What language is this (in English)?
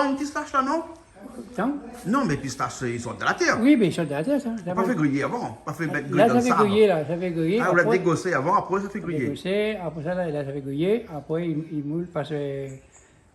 Réunion Creole French